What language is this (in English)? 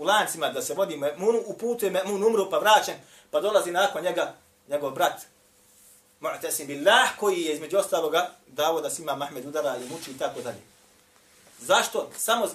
Bosnian